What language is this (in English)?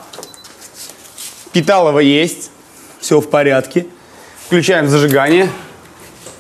Russian